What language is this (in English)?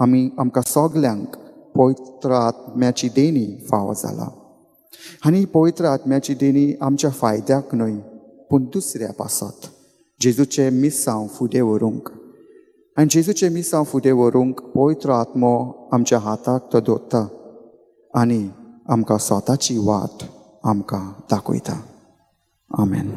Konkani